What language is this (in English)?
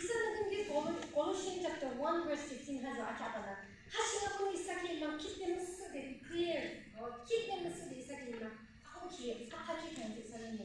Yimchungru Naga